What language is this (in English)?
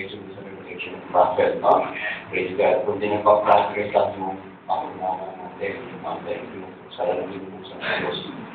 Filipino